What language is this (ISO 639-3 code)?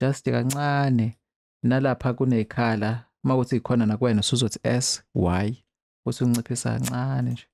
zul